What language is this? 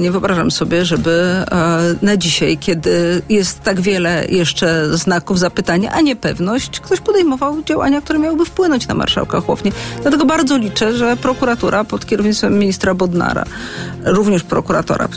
Polish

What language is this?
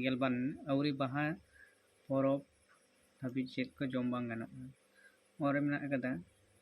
Santali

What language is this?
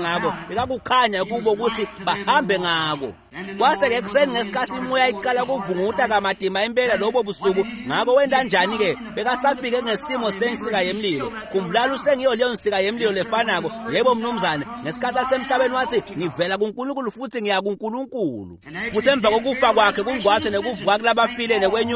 Swati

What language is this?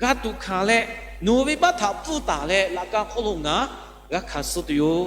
Lahu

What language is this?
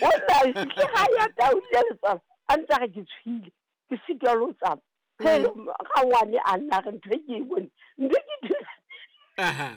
Southern Sotho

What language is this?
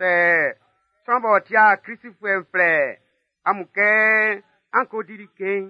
Baoulé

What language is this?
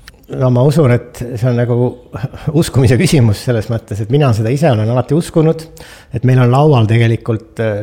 Estonian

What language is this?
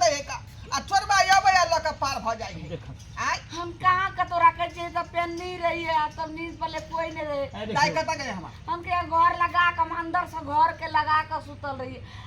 Maithili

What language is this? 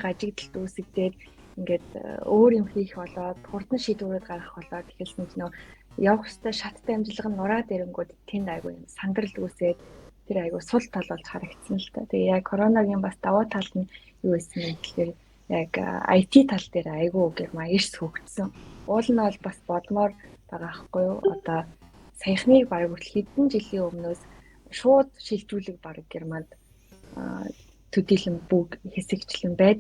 Mongolian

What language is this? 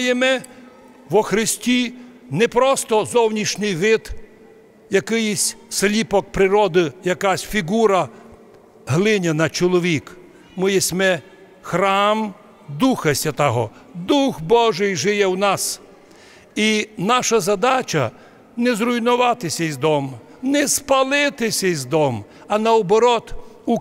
Rusyn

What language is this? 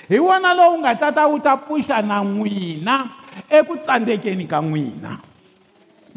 Tsonga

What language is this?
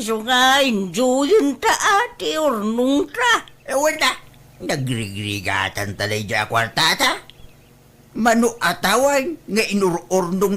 Iloko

